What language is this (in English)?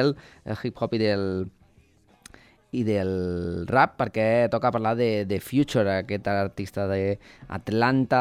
Catalan